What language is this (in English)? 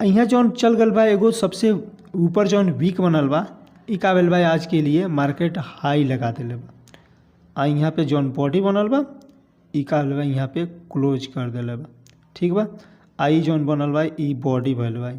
Bhojpuri